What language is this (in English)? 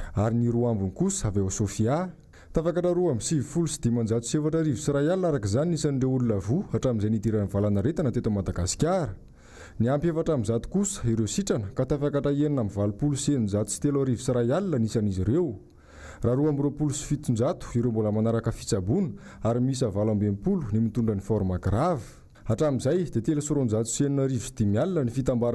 Malagasy